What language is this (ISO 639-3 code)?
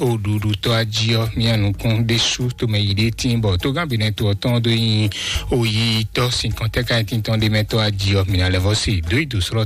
fon